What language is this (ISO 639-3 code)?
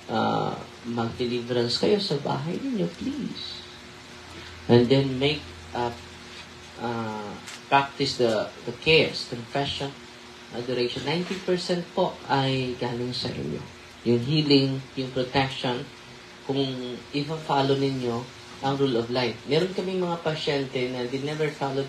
fil